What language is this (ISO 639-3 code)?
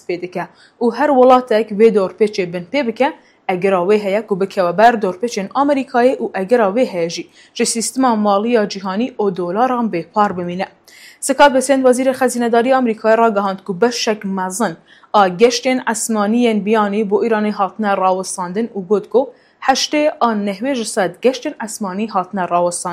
kur